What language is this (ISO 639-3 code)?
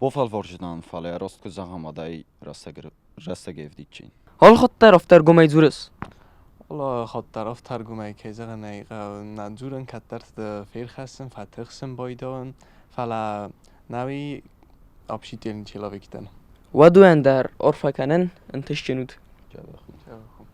oss